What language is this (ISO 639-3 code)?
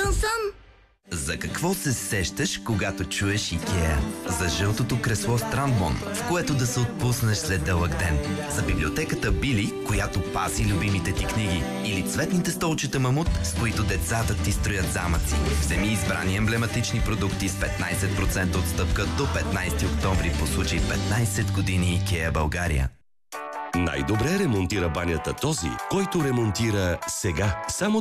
bul